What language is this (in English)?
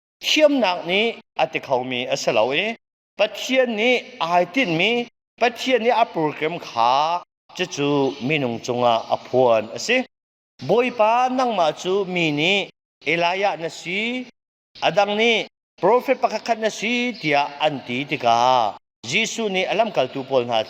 Hakha Chin